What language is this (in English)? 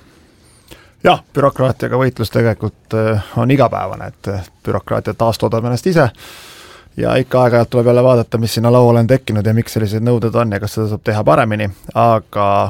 Estonian